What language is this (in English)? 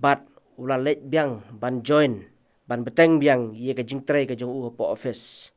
Khasi